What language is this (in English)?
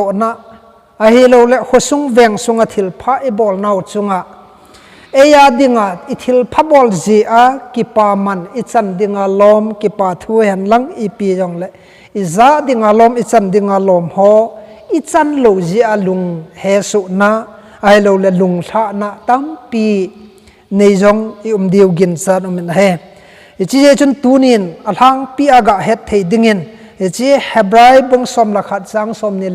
Thado Chin